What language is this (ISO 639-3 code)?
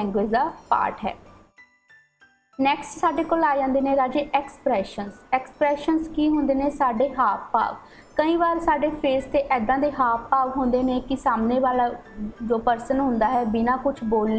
pan